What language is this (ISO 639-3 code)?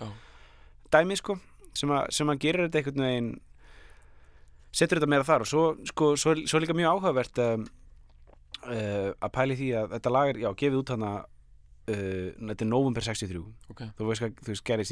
isl